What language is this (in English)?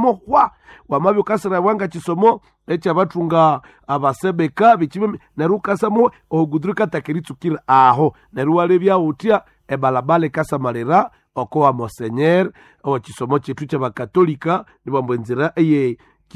Nande